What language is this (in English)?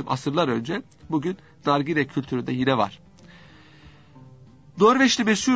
Turkish